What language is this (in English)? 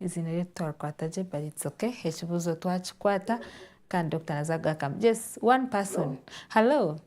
Nyankole